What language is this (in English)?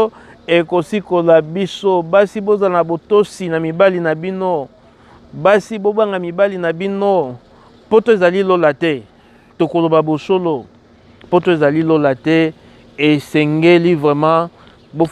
Lingala